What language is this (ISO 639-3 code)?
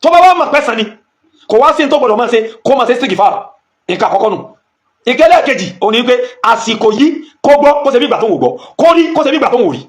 yor